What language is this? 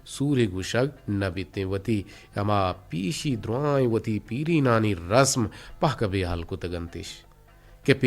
Eastern Balochi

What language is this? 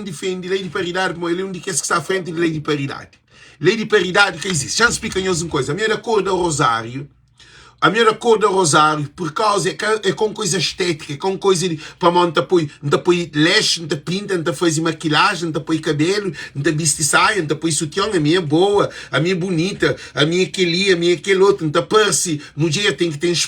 Kabuverdianu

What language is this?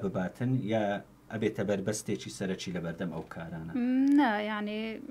Central Kurdish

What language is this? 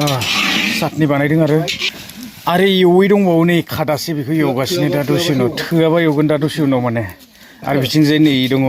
Bodo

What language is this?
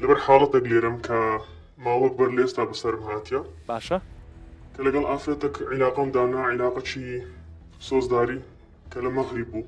Central Kurdish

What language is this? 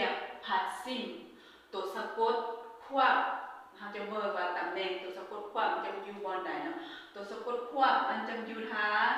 Lao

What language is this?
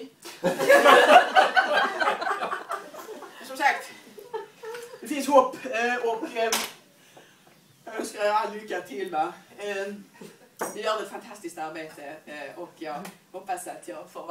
Swedish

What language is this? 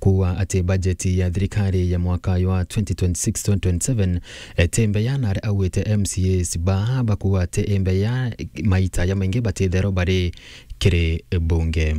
Meru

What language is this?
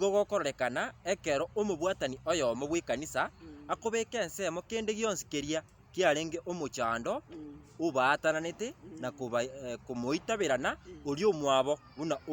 Gusii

